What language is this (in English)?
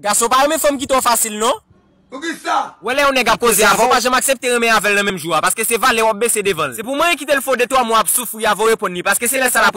Haitian Creole